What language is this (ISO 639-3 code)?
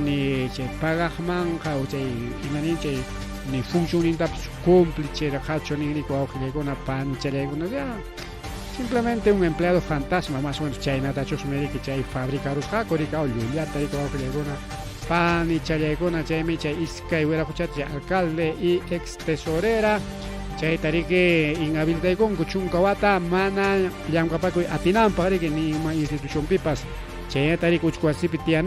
quy